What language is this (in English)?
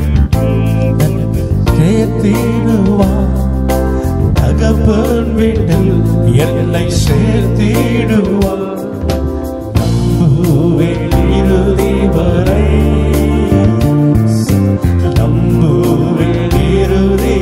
Tamil